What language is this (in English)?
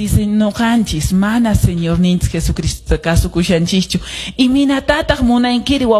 Quechua